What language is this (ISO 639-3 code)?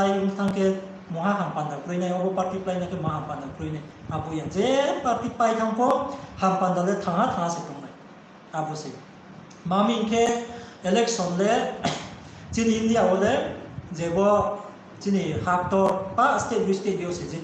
ria